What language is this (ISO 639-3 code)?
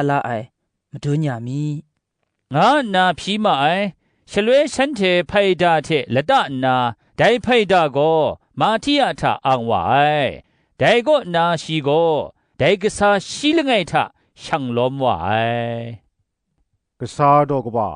kac